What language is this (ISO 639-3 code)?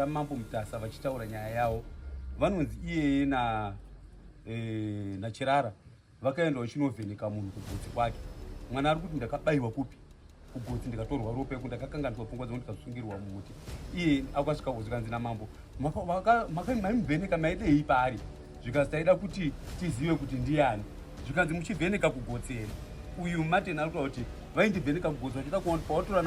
sna